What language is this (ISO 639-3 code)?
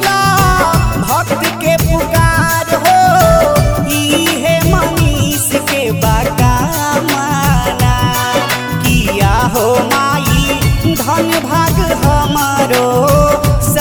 bho